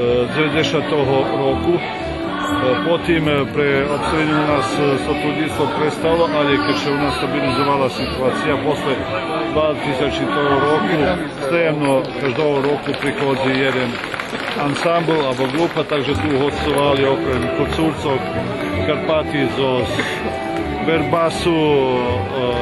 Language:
Rusyn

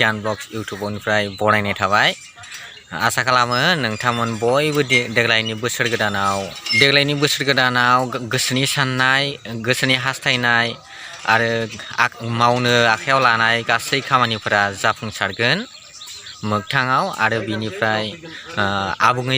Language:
Bodo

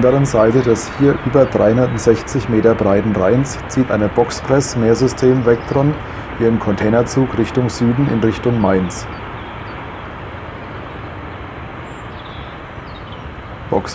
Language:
German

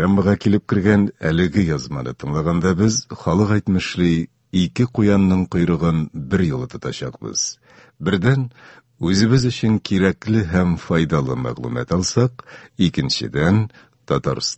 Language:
Tatar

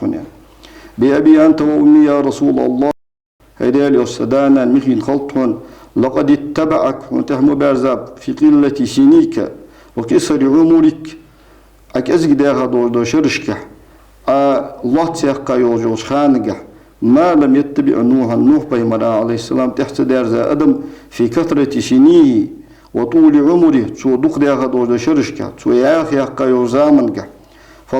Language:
Ingush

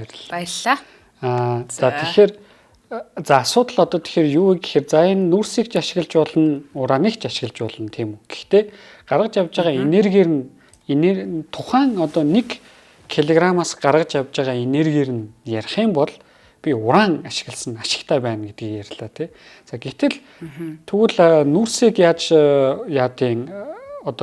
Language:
Mongolian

